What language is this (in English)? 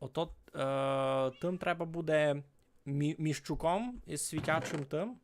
Rusyn